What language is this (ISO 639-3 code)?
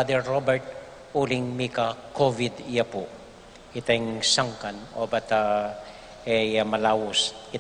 pam